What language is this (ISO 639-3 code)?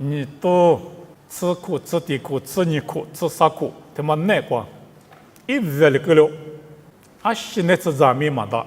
lis